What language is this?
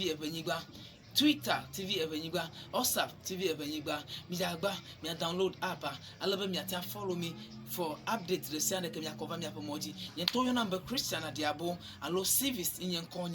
Ewe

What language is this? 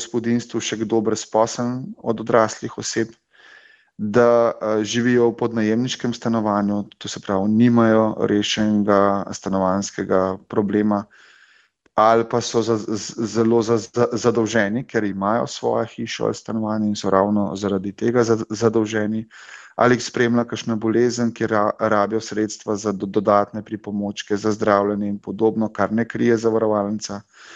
Slovenian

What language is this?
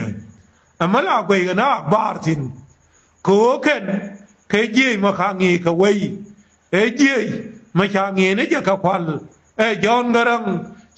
Nuer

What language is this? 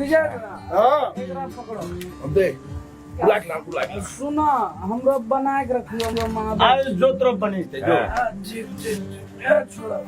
Angika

